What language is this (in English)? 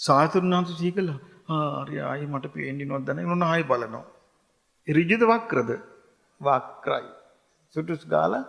Sinhala